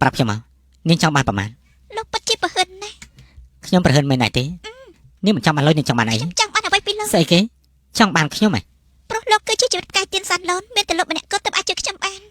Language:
Khmer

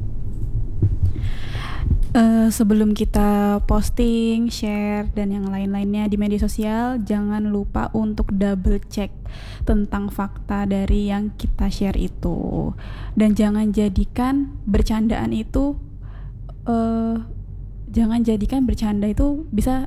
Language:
Indonesian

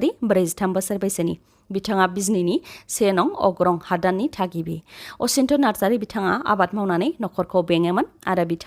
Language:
Bodo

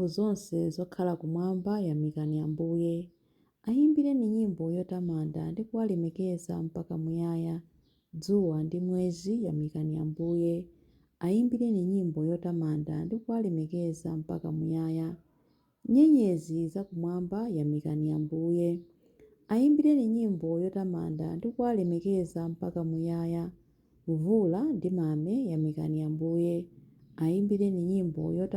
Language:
Nyanja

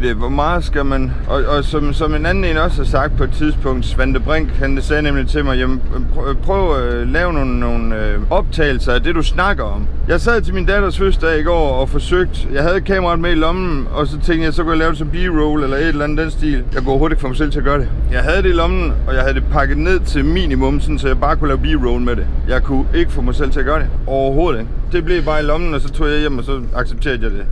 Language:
Danish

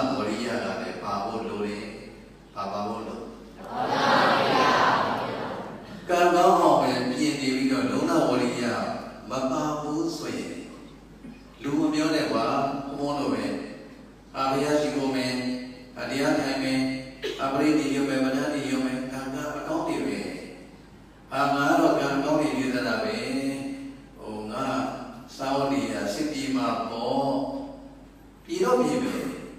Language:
Burmese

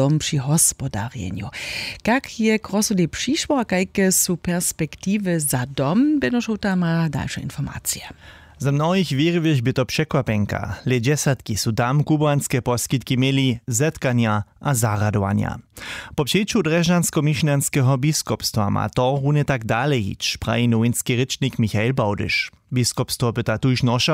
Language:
Upper Sorbian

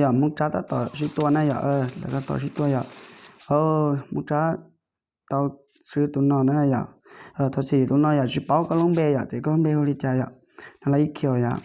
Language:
Hmong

